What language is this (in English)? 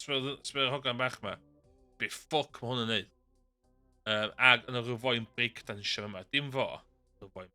Welsh